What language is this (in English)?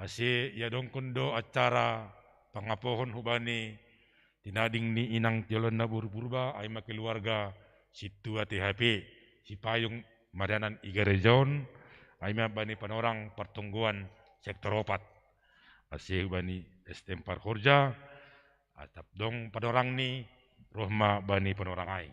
Batak Simalungun